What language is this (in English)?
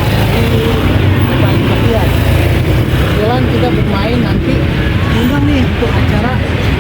Betawi